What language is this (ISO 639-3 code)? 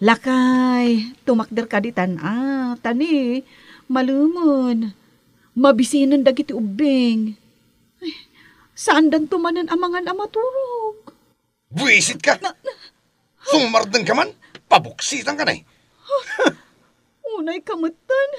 ilo